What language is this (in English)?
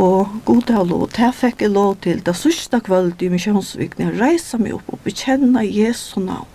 Faroese